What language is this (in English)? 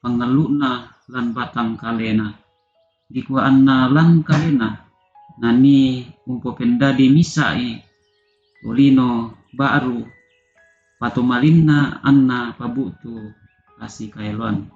Toraja-Sa'dan